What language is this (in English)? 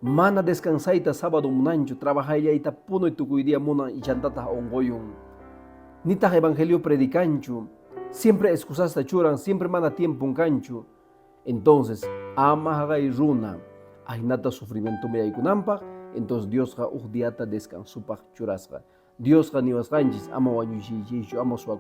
Quechua